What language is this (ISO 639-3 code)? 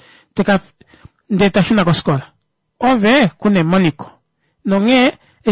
kua